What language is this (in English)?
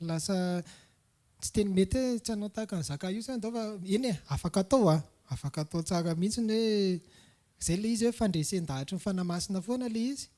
Malagasy